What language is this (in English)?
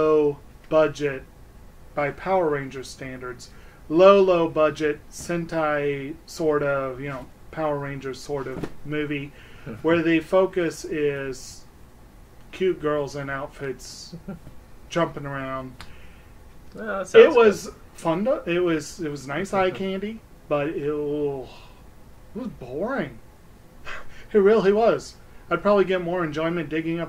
English